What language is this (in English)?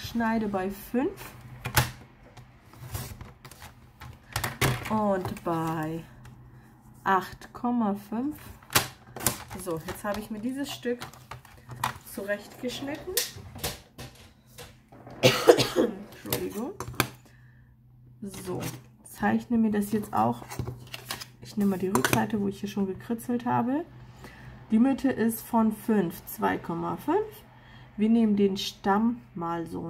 German